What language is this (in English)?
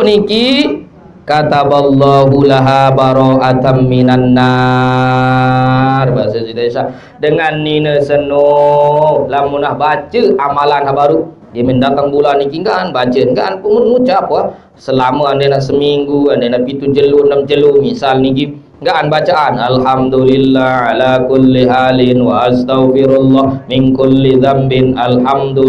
Sasak